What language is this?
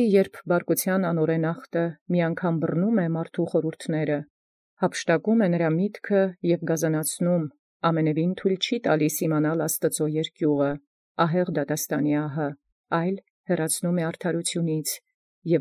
Armenian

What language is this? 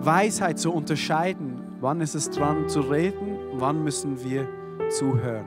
Swiss German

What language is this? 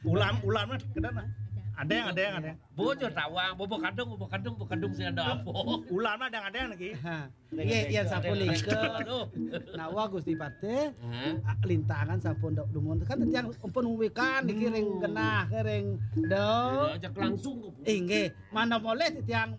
Balinese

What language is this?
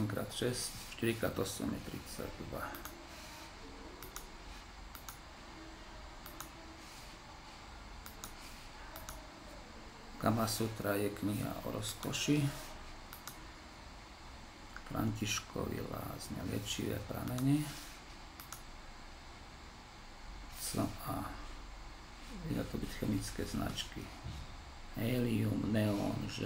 Slovak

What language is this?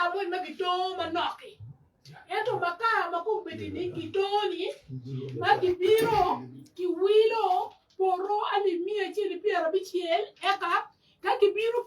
Acoli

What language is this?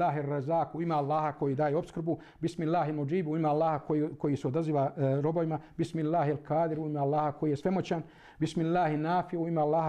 Bosnian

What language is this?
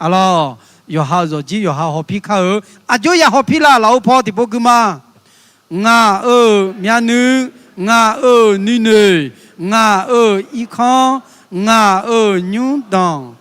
Akha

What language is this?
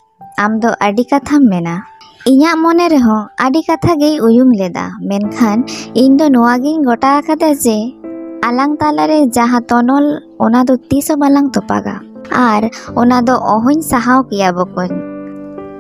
Santali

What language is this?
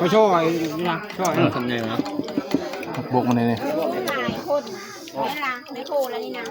Northeastern Thai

